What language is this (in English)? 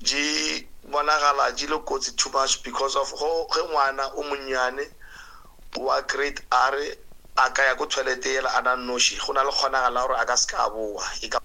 Northern Sotho